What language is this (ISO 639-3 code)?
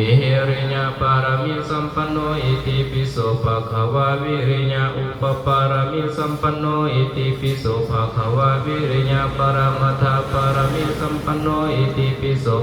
pli